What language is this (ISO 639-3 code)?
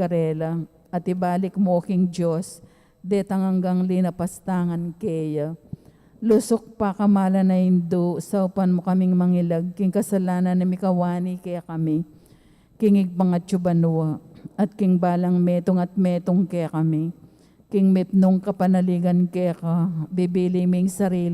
pam